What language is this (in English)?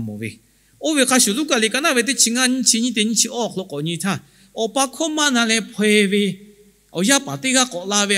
Lahu